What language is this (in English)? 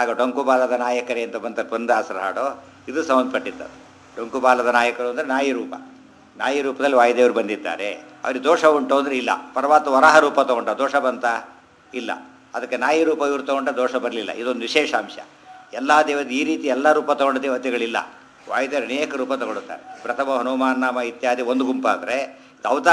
Kannada